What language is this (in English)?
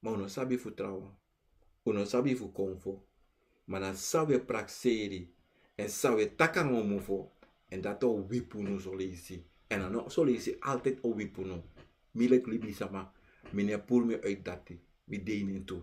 Sranan Tongo